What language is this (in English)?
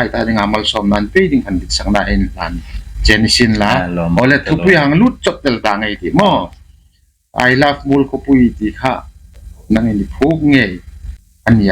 Hmar